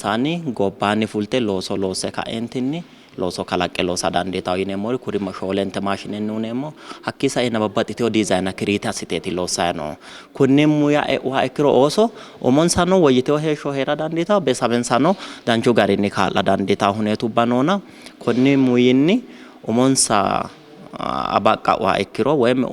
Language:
Sidamo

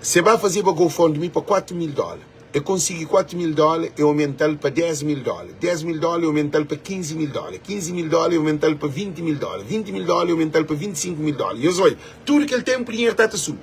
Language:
Kabuverdianu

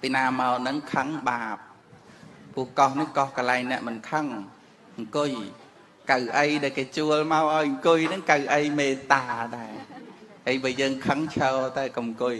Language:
Khmer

